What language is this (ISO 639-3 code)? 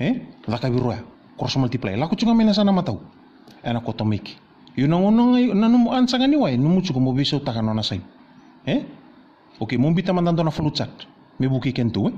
fij